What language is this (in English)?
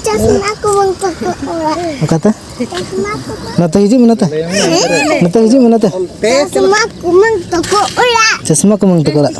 Santali